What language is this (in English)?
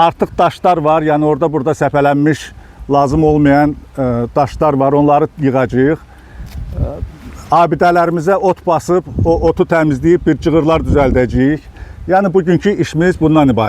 Azerbaijani